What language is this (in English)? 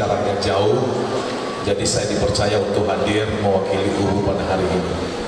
Nias